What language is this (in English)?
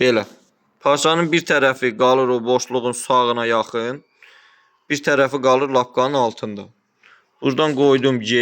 Azerbaijani